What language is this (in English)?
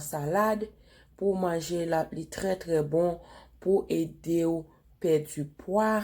Haitian Creole